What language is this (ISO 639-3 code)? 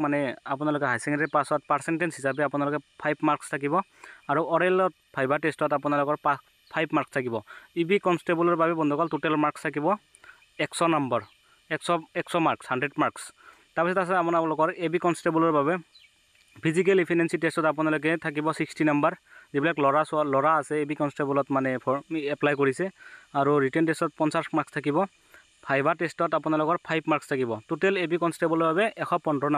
asm